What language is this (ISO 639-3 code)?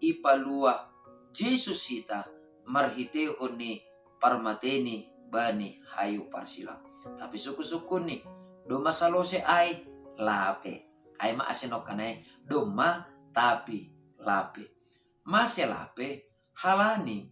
bts